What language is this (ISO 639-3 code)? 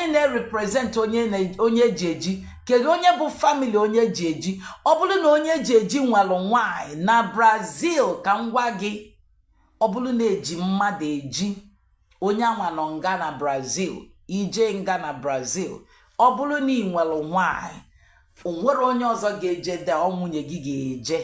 ibo